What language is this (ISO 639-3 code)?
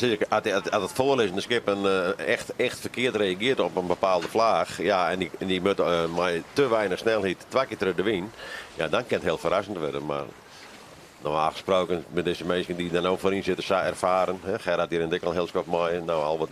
fry